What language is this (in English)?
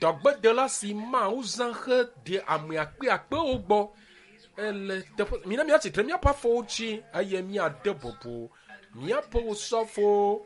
Ewe